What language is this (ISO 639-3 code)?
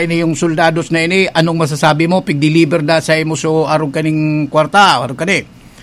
bik